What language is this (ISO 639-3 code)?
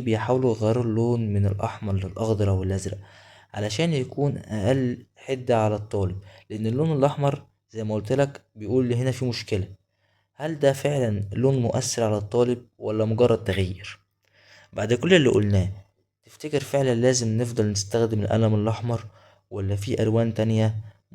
arz